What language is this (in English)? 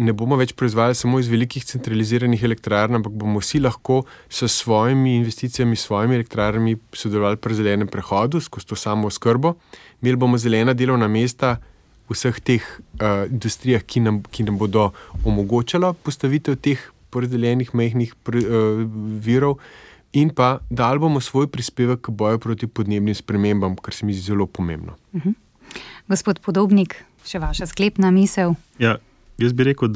Slovenian